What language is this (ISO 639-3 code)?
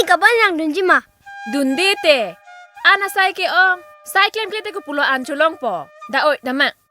mjw